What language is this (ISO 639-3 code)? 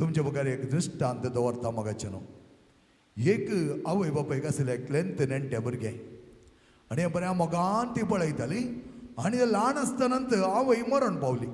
kok